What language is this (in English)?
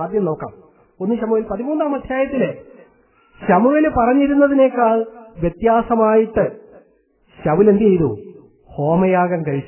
Malayalam